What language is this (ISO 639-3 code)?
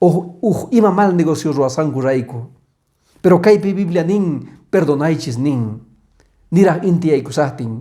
que